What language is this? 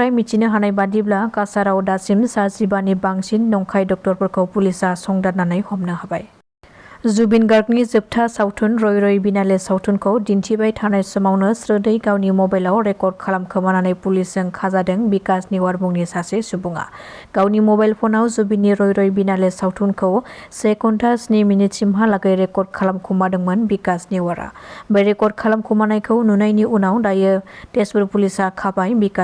Bodo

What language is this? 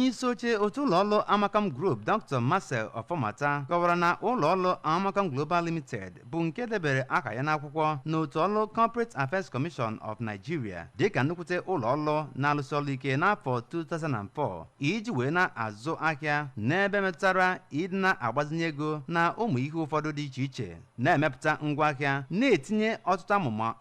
Igbo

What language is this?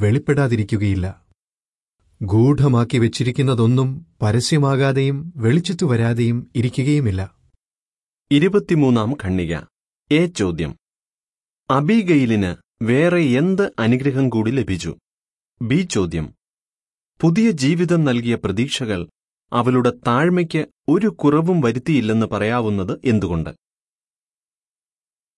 Malayalam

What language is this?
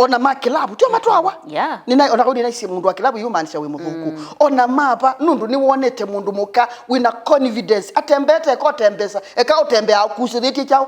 Kamba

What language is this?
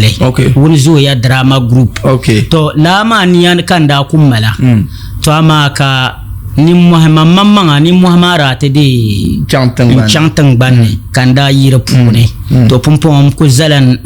Dagbani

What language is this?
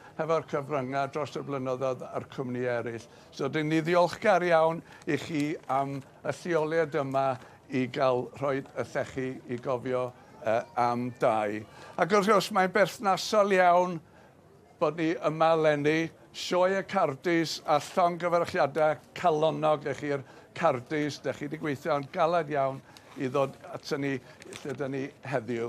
Welsh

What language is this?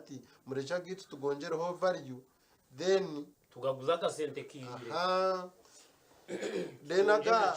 Nyankole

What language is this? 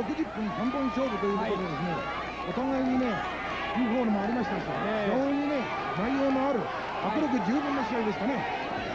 Japanese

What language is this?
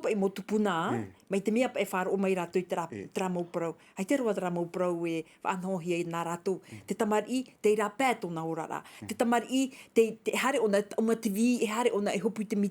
Tahitian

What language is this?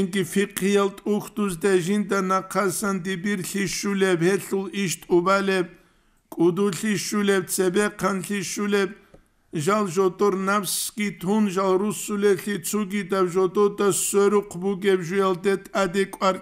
Avaric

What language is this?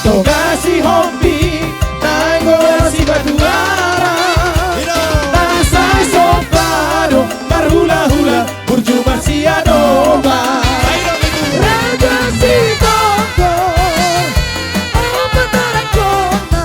Batak Toba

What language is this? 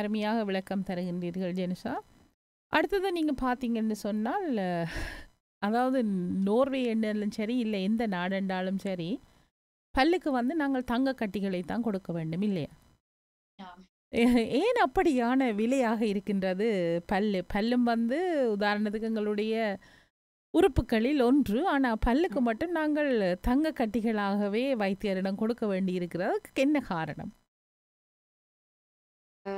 Tamil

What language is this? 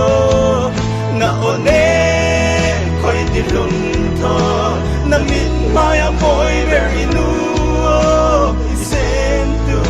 Falam Chin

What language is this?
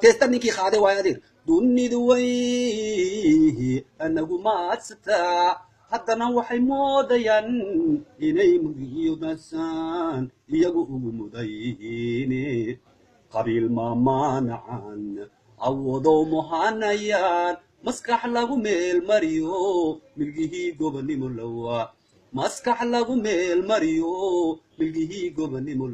Somali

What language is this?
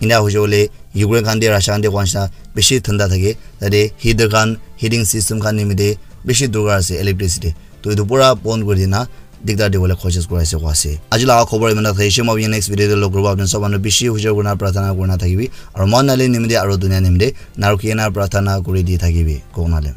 Naga Pidgin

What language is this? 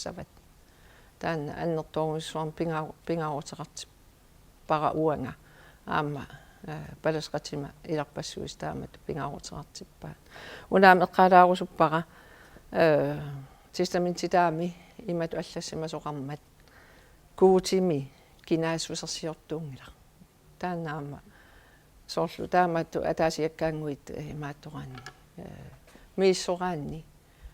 Kalaallisut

